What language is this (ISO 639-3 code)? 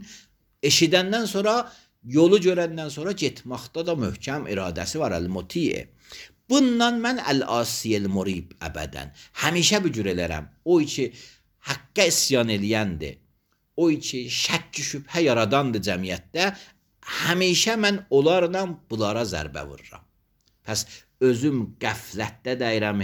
aze